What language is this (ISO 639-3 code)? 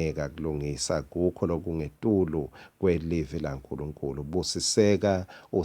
ssw